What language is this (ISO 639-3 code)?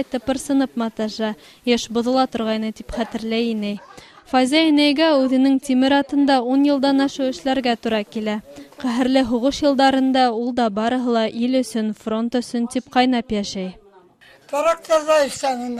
bak